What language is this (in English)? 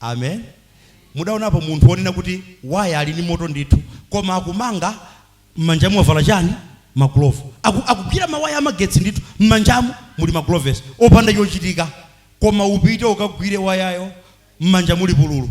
Nyanja